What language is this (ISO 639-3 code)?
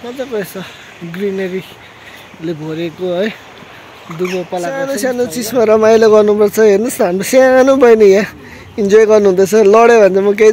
nep